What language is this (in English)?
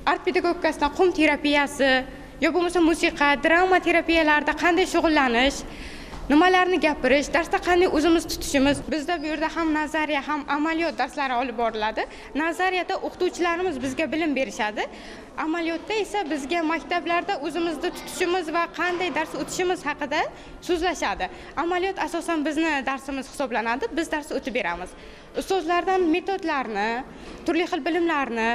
Uzbek